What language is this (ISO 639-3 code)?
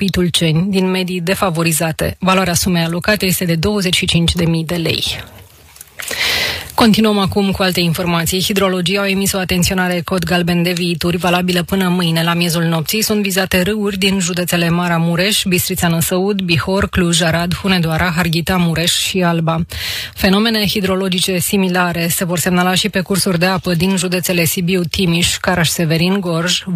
ron